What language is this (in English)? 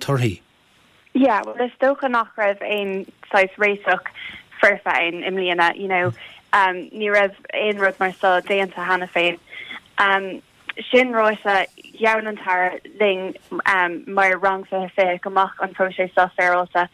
Irish